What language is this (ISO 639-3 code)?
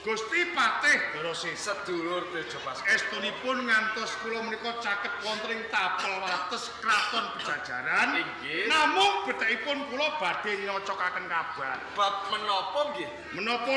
jav